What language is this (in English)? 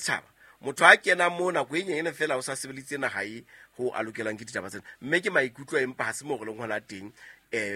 Southern Sotho